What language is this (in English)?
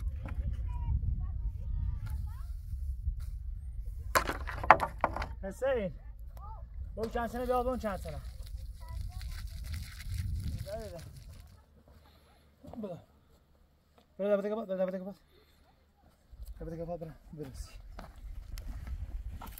Persian